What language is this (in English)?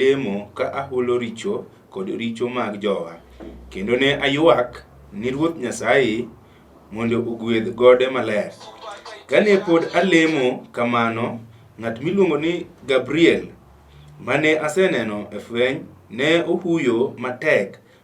Luo (Kenya and Tanzania)